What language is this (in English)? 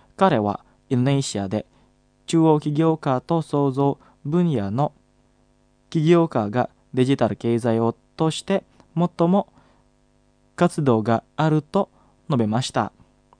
Japanese